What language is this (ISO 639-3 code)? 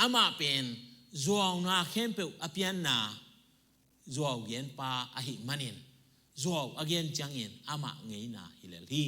ctd